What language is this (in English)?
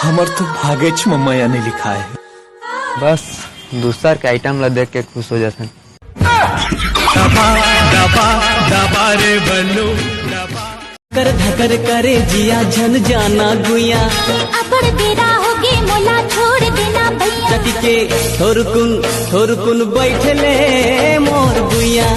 Chhattisgarhi